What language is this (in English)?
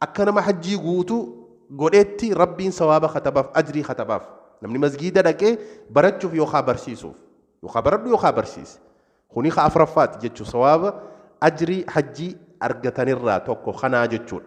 Oromo